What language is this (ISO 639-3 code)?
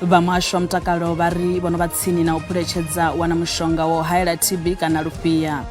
ven